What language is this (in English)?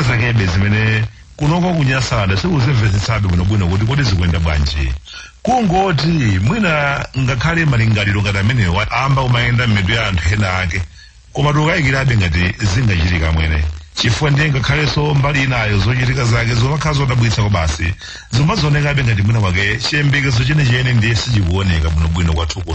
Nyanja